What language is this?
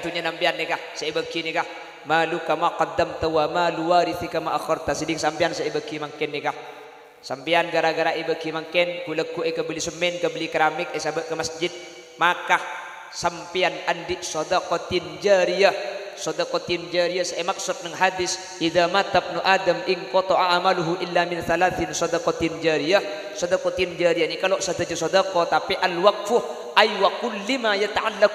Madurese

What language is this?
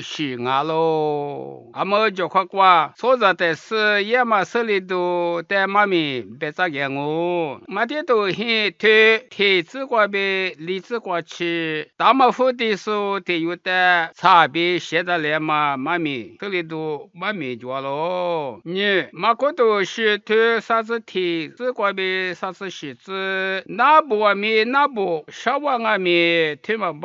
Lisu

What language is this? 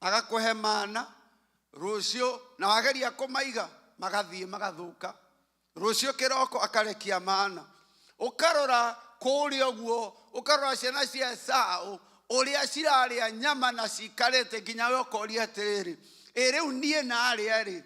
Kikuyu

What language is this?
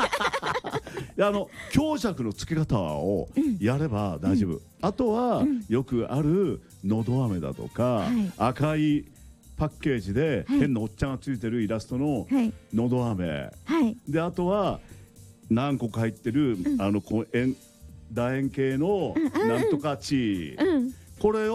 Japanese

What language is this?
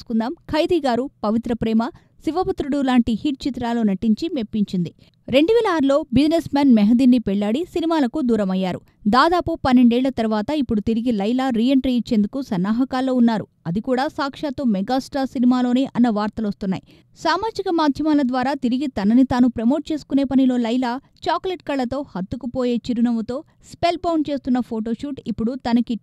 Telugu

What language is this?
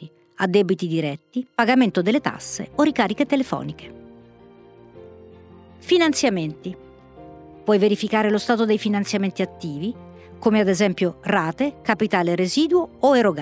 Italian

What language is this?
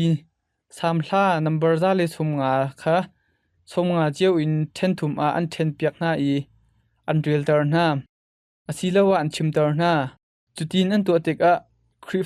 Hakha Chin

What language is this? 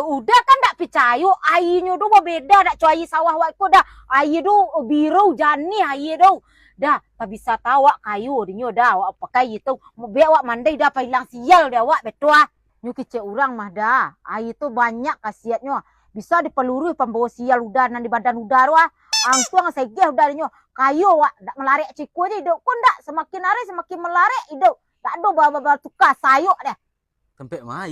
Minangkabau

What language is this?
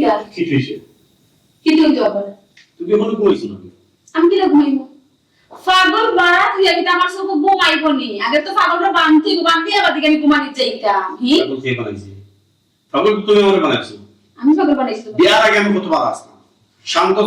Sylheti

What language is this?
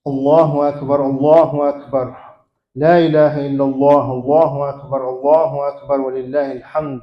Kabardian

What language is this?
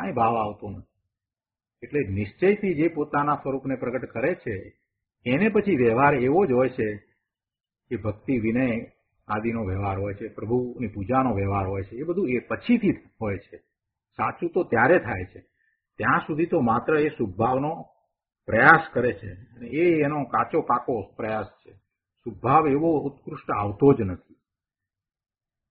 Gujarati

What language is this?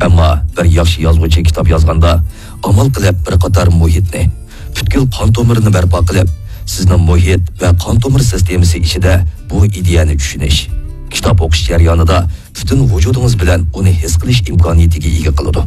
Uyghur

